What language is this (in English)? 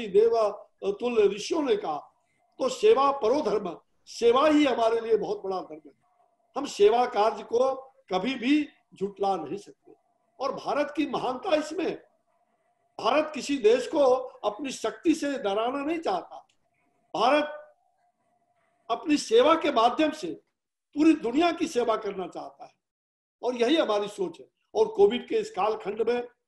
Hindi